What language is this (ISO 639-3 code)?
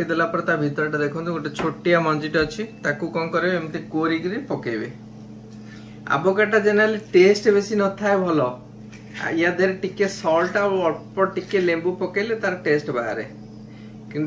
ori